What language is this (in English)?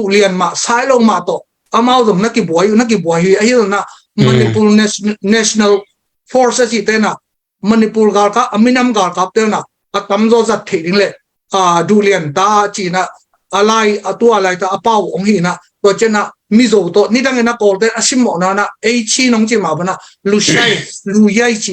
Tedim Chin